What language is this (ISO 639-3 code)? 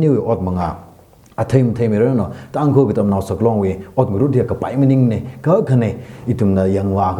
nmf